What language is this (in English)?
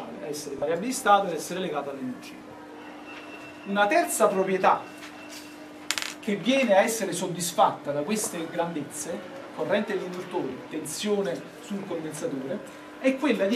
Italian